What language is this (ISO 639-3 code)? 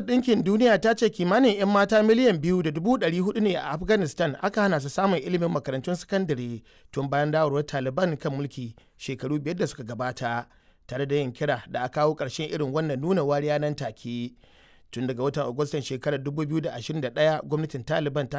hau